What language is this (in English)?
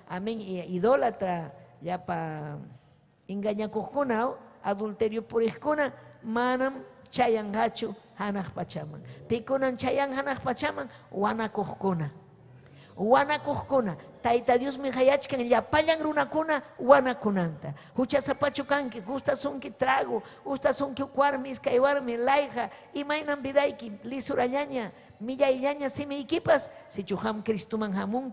Ayacucho Quechua